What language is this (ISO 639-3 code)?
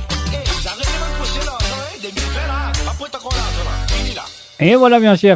mfe